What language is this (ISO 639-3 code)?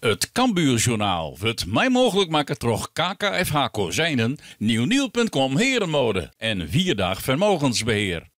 fry